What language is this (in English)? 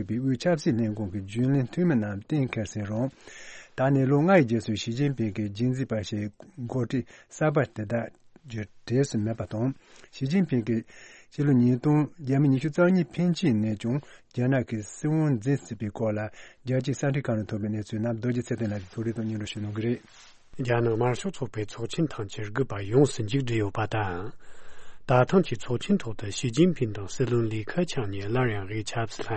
Tibetan